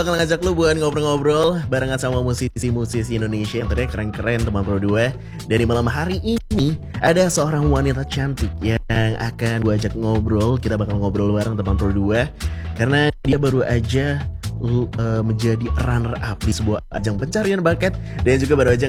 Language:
Indonesian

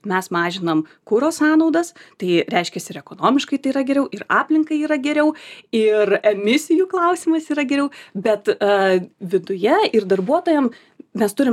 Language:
Lithuanian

